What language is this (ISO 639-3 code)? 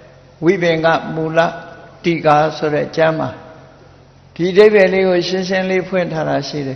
mya